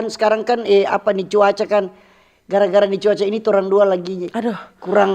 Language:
Manado Malay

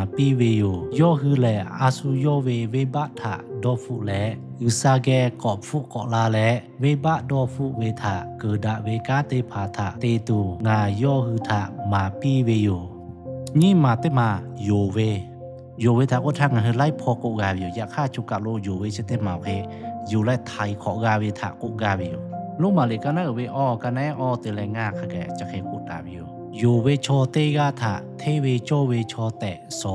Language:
Lahu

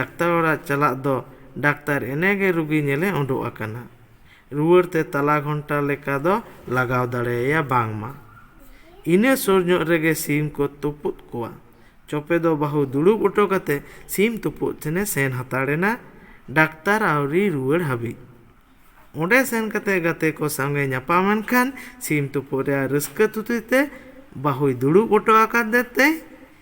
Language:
Santali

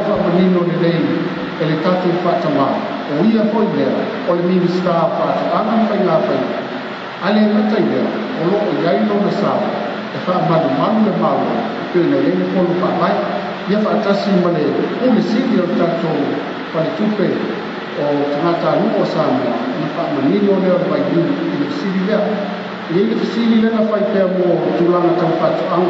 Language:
Samoan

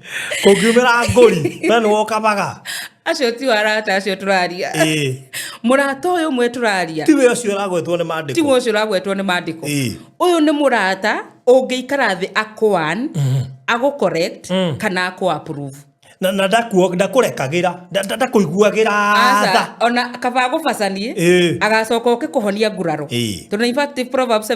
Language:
Kikuyu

